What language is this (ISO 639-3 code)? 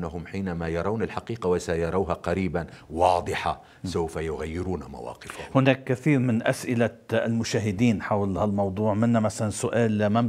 apc